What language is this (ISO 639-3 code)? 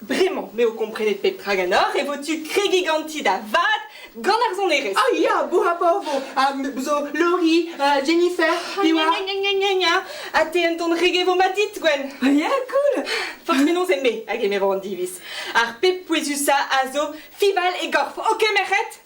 bre